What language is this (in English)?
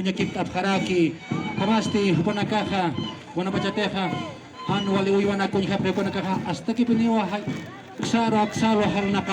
Aymara